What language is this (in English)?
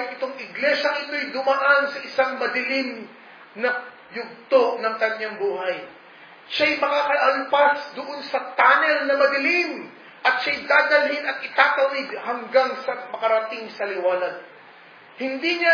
Filipino